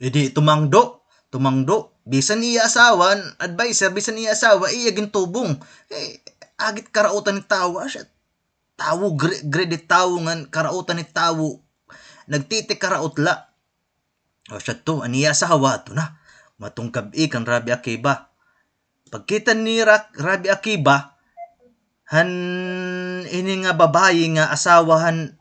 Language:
Waray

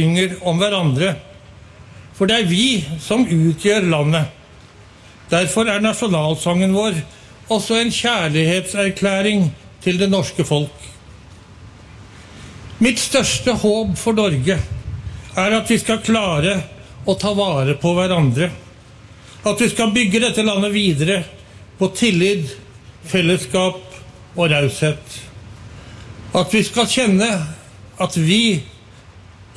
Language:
Norwegian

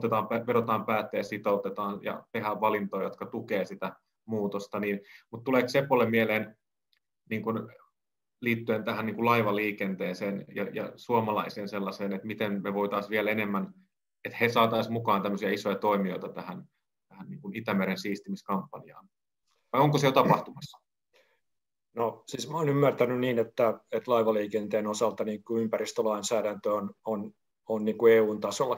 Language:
Finnish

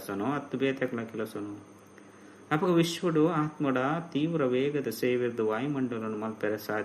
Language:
Tulu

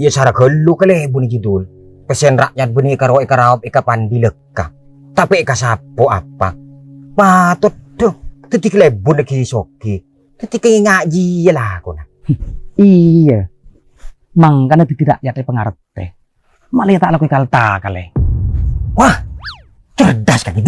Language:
Madurese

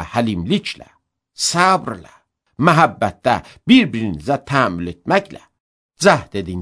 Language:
Azerbaijani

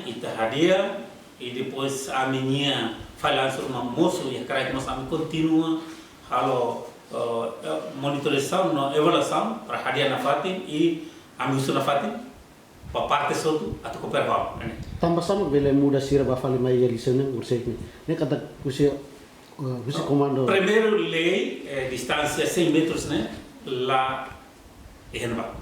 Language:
Tetum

